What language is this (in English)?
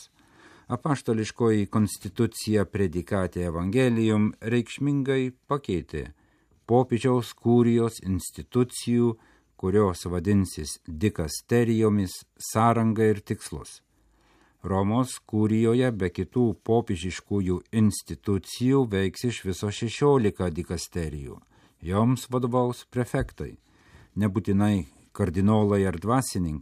Lithuanian